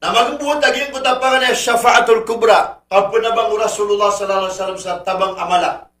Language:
Maranao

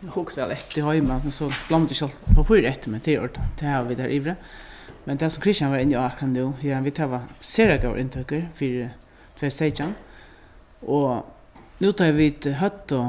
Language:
Faroese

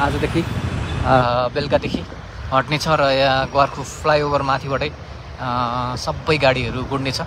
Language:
Nepali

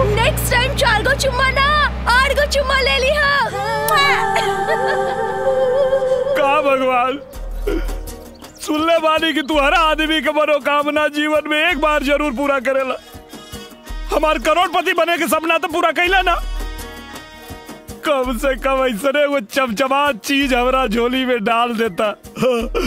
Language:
Bhojpuri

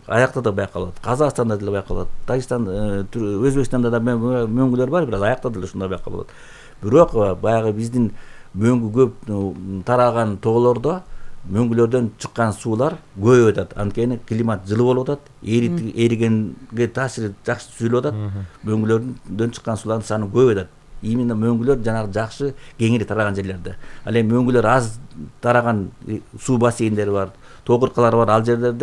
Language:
Kyrgyz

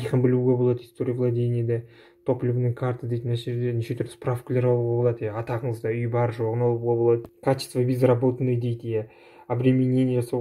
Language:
Kazakh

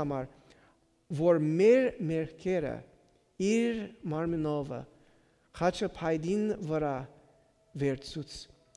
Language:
Western Armenian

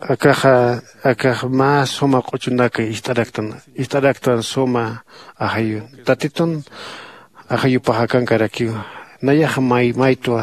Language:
Aymara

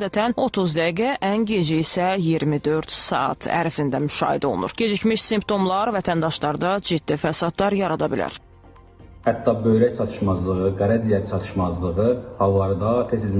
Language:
Azerbaijani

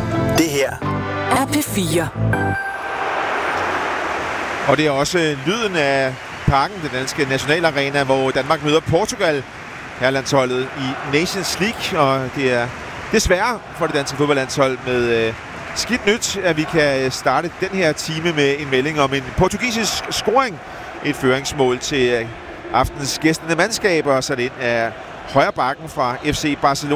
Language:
Danish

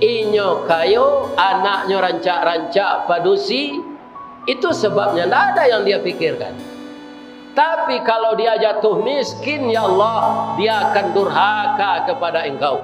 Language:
Minangkabau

